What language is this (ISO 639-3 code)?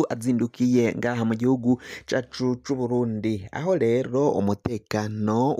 run